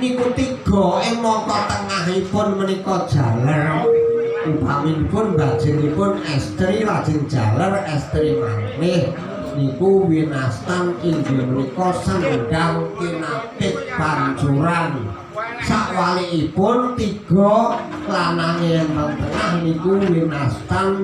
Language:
Javanese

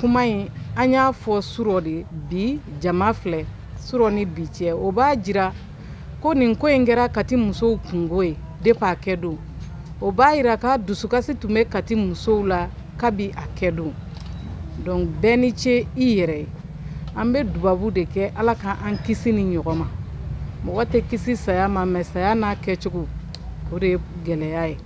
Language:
Bambara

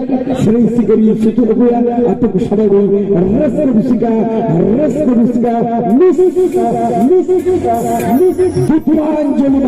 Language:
Santali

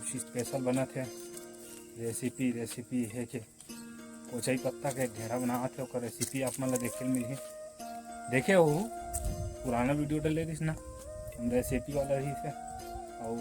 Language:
Chhattisgarhi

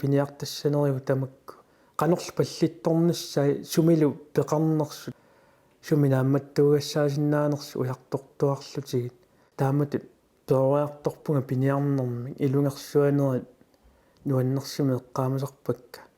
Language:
Kalaallisut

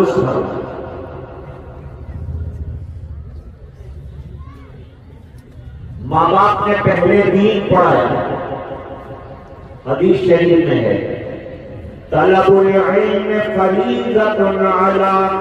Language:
Urdu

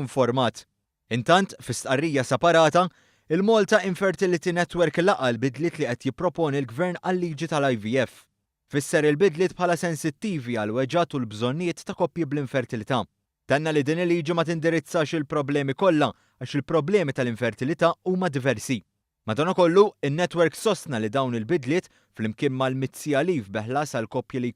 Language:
Maltese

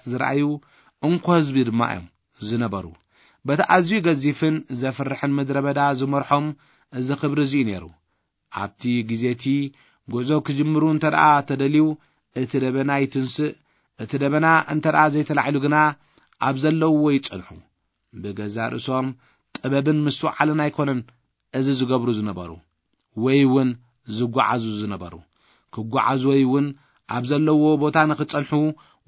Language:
Tigrinya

